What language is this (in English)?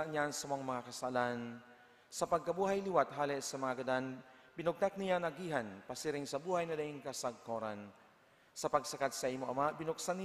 Bikol